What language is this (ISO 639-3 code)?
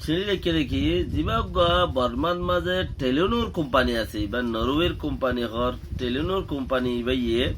rhg